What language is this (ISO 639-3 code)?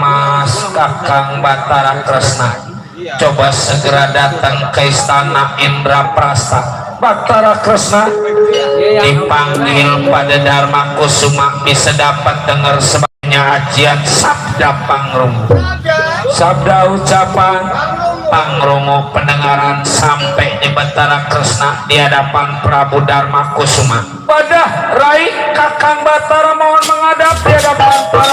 bew